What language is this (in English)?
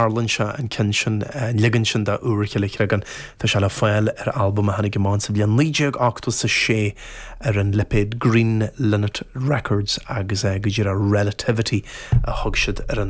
Irish